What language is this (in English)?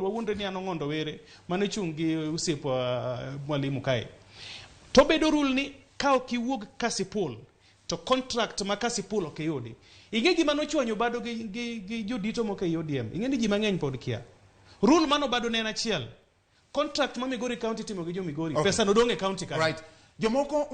Luo (Kenya and Tanzania)